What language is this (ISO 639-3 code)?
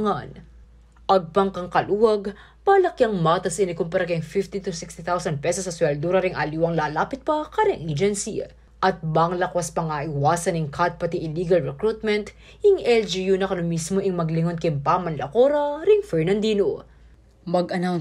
pam